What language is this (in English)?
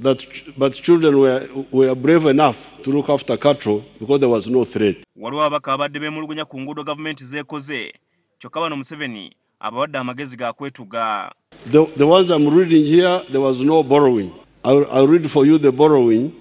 Ganda